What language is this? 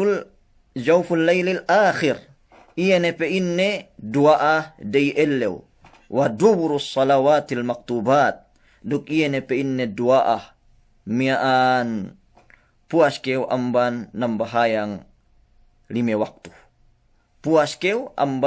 Yakan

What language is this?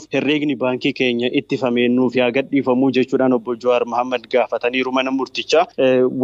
Oromo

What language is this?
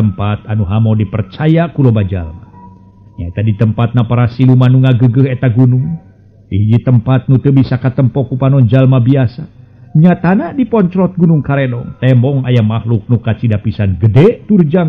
Sundanese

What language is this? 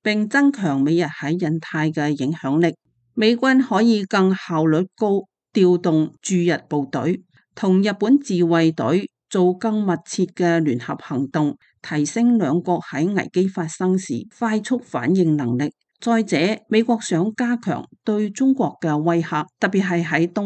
Cantonese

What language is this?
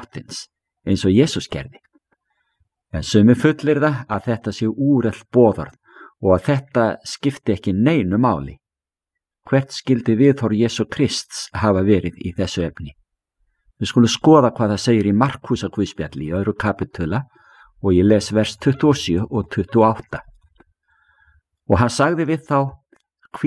Icelandic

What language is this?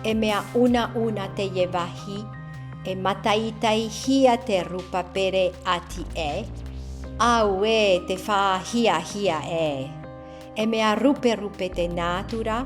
Tahitian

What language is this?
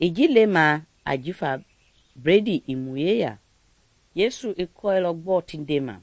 Mende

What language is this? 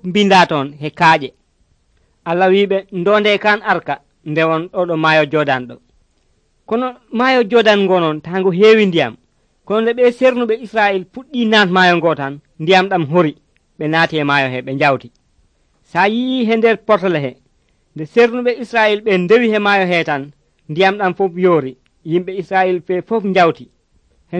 Nigerian Fulfulde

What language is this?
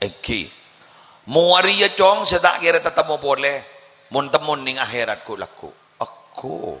Madurese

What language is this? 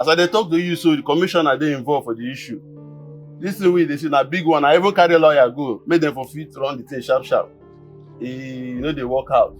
Nigerian Pidgin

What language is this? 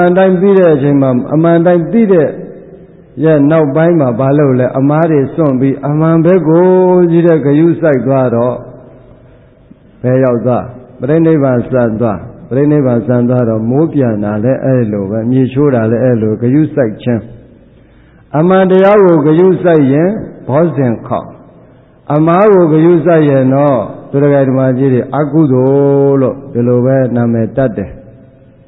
Burmese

